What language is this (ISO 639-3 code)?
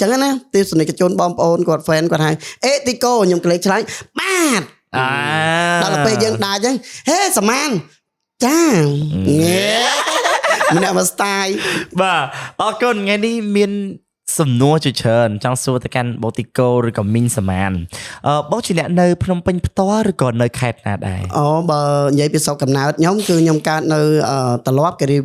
khm